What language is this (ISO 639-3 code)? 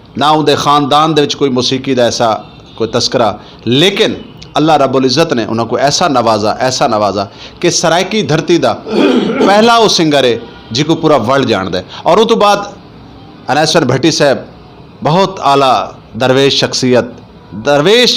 skr